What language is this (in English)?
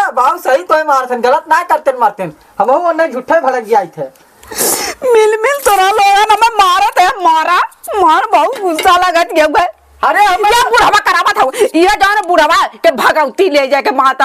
Awadhi